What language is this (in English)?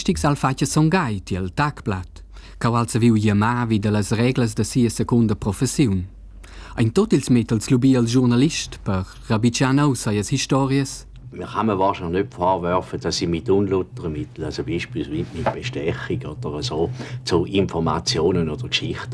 Romansh